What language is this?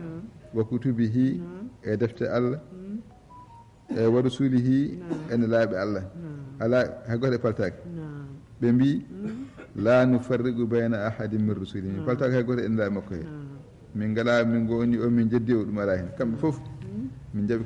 Fula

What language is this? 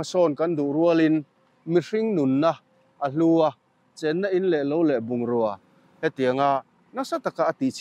Mizo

